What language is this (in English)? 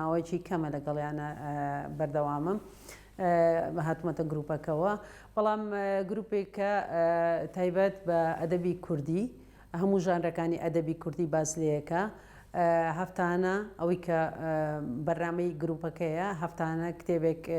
Central Kurdish